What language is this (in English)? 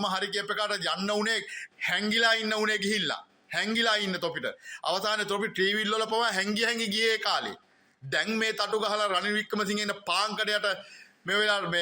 Sinhala